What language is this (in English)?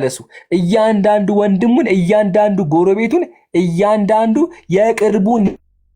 Amharic